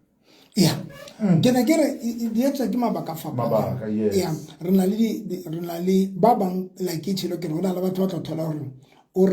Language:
Southern Sotho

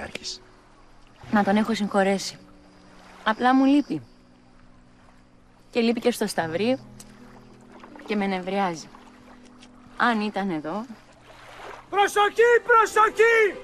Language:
Greek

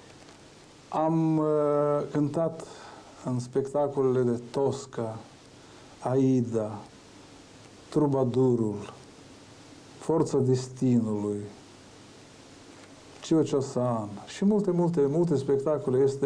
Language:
Romanian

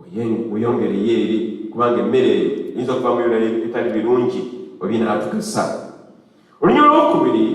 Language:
Ganda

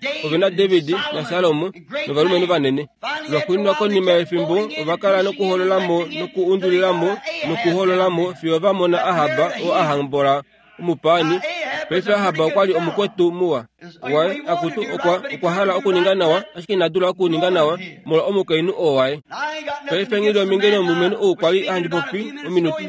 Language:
Kuanyama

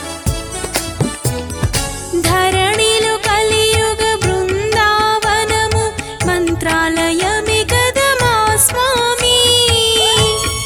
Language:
Telugu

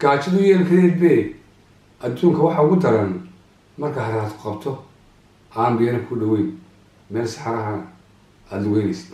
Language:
Somali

